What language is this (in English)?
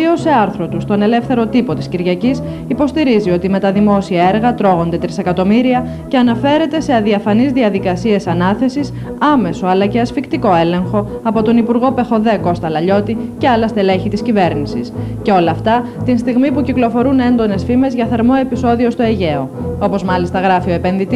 Greek